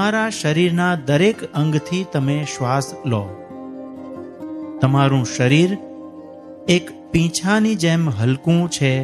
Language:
Gujarati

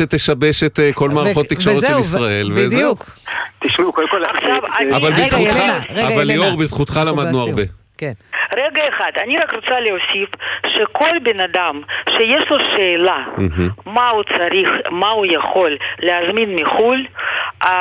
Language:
Hebrew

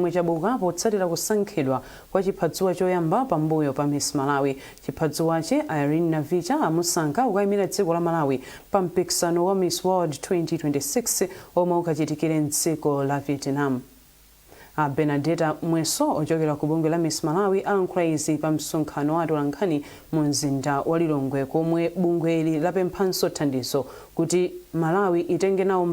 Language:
Nyanja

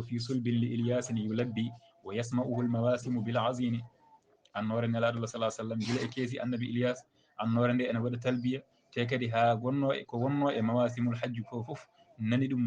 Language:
Fula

